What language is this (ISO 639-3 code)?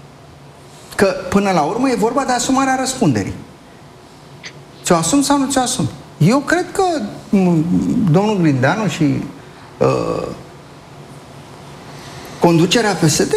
ron